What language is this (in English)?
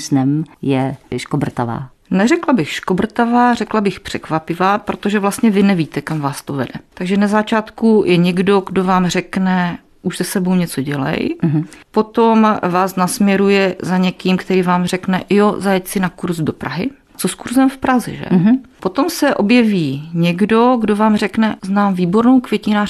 Czech